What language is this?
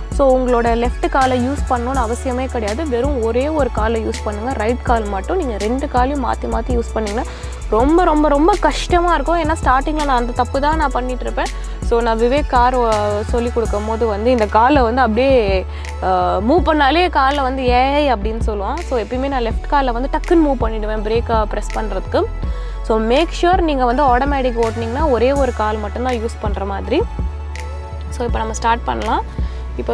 Tamil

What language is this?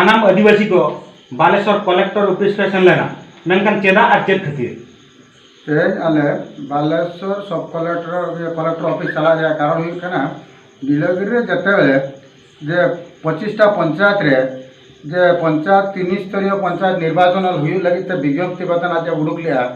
Santali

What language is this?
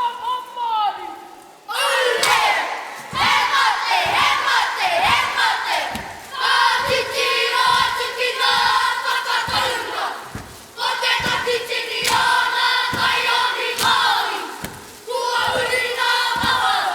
Māori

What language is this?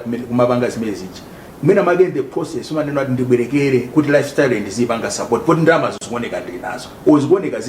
Nyanja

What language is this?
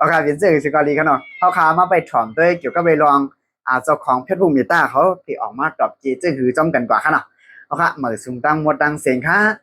Shan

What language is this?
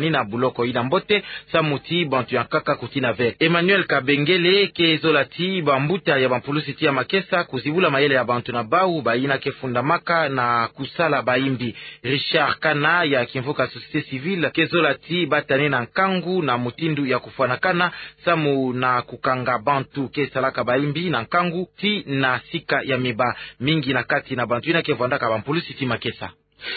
Kituba (Democratic Republic of Congo)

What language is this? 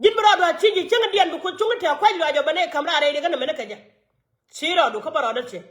Nuer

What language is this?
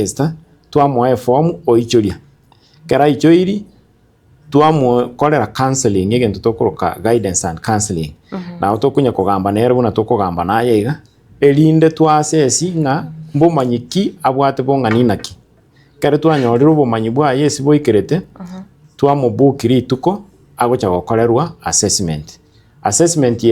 Gusii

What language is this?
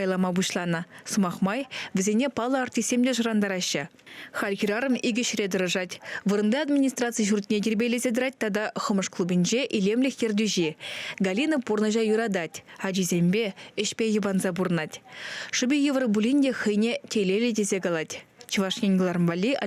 Chuvash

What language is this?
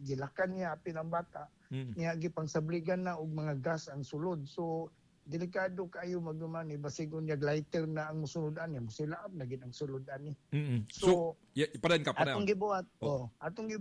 Cebuano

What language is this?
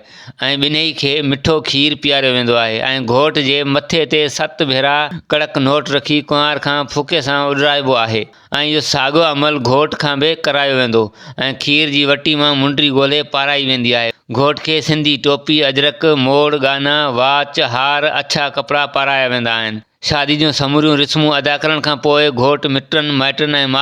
Sindhi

